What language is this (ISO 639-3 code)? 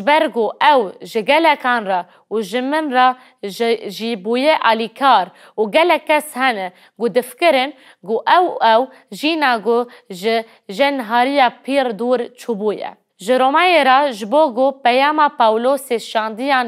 kur